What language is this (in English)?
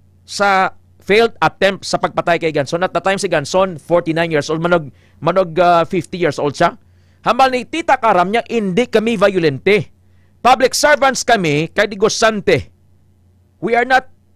Hiligaynon